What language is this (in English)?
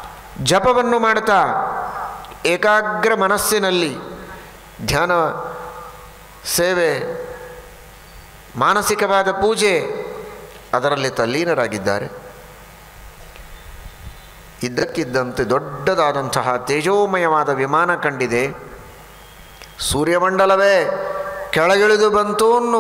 Kannada